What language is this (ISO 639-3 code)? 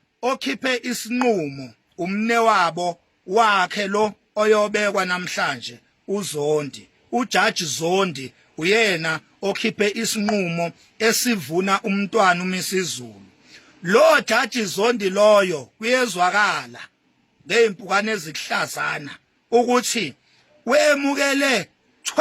zul